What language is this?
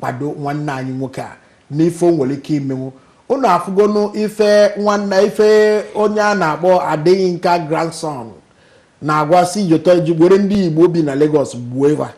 Igbo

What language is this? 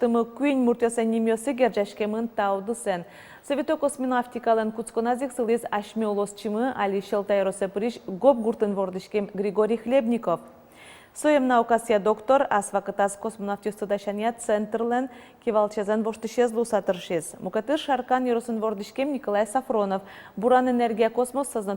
Udmurt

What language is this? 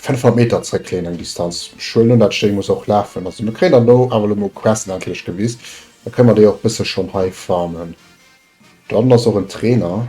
Luxembourgish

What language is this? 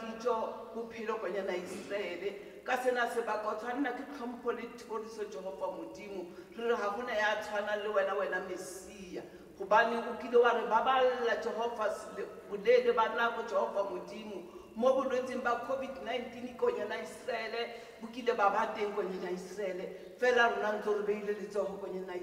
Tswana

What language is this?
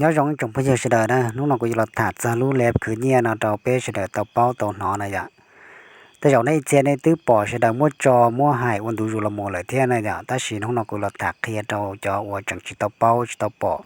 Hmong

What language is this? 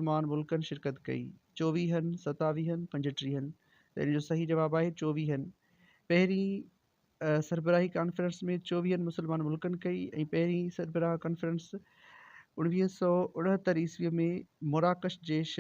Sindhi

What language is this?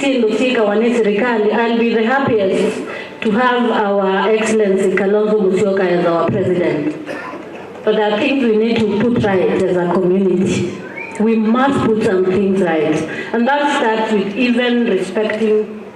Kamba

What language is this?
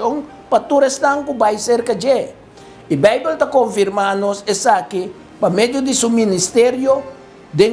Papiamento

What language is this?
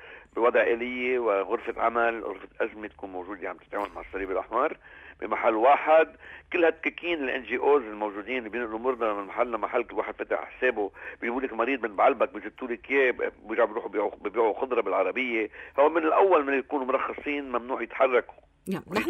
North Levantine Arabic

